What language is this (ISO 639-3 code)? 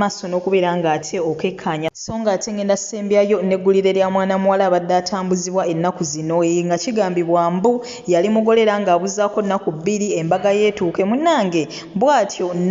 lug